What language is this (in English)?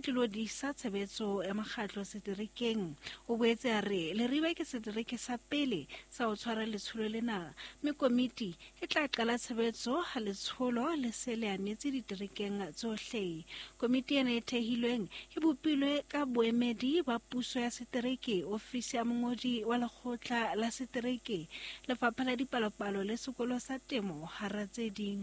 Southern Sotho